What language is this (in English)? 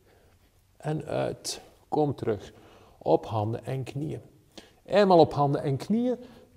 Dutch